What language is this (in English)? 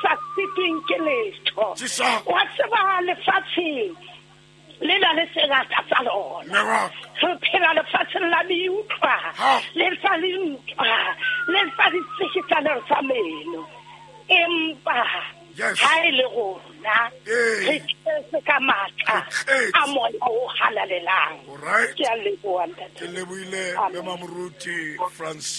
Southern Sotho